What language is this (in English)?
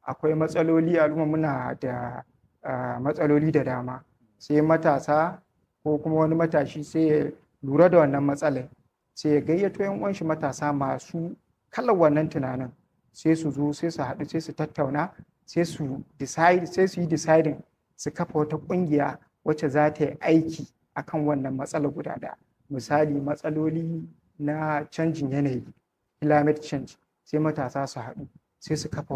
Hausa